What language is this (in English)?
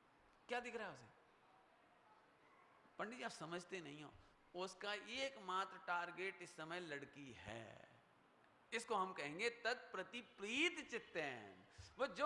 Hindi